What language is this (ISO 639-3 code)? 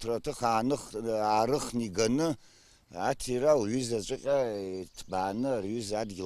abk